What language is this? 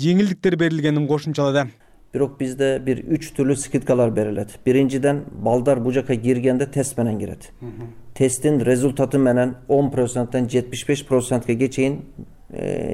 Kyrgyz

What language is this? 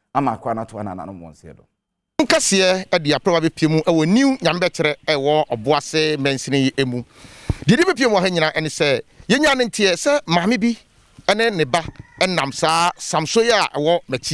Akan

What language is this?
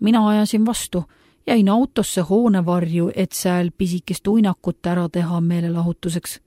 Estonian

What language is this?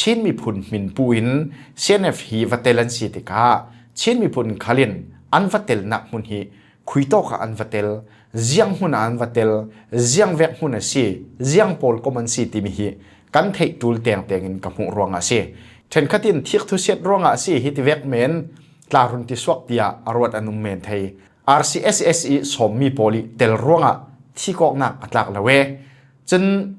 Falam Chin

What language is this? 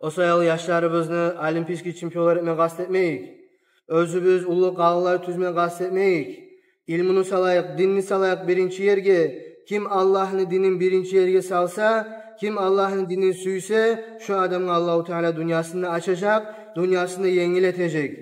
Kumyk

